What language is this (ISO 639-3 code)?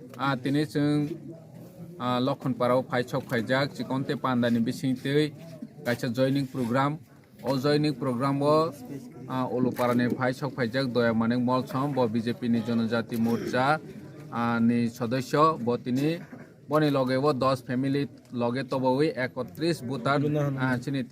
trp